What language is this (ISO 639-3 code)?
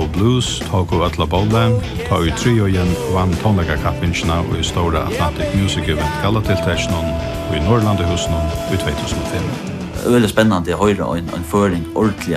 fao